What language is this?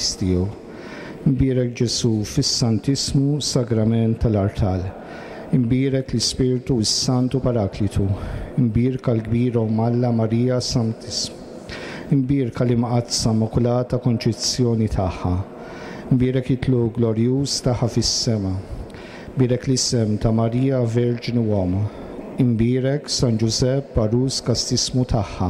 Maltese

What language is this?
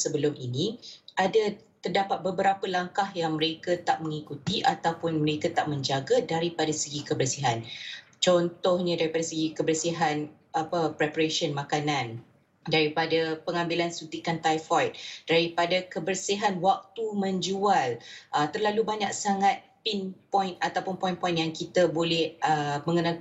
Malay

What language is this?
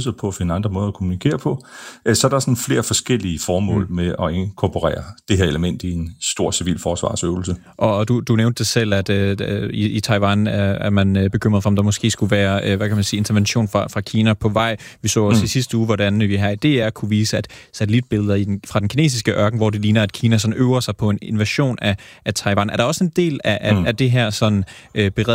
Danish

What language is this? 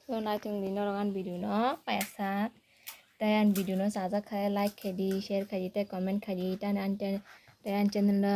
Kok Borok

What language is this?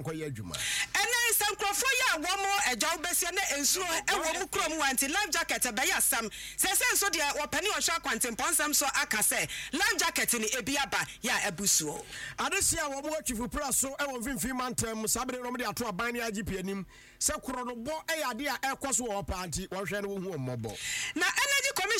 Akan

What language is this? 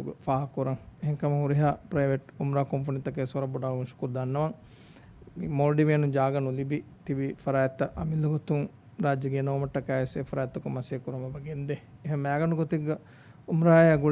Divehi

